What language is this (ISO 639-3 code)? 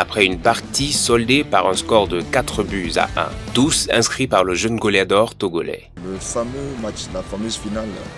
fra